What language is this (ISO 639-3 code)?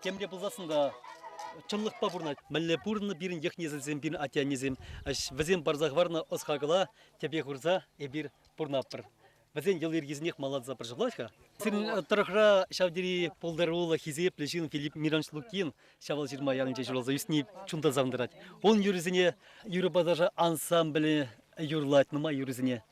chv